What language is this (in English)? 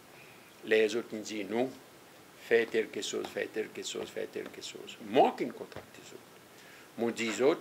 Seselwa Creole French